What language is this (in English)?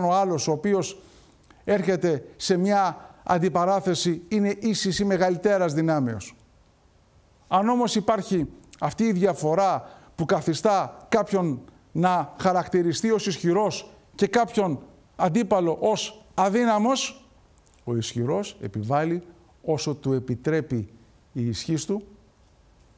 Greek